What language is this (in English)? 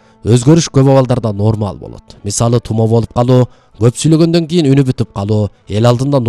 Kyrgyz